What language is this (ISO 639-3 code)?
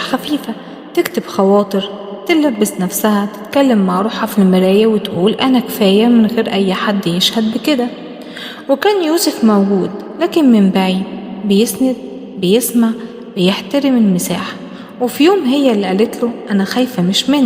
arz